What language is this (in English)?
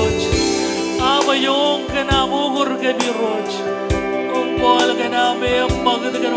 Marshallese